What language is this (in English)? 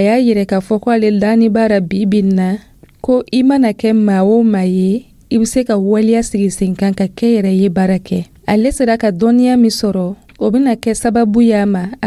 Dyula